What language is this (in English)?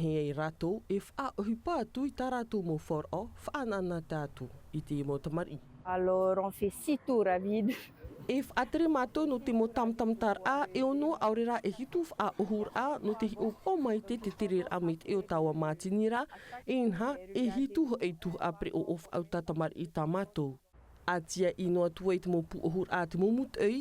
Tahitian